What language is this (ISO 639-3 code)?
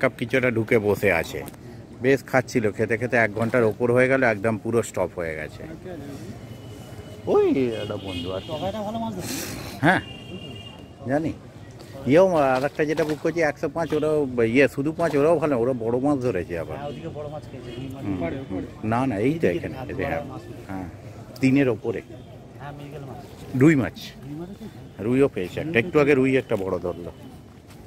ben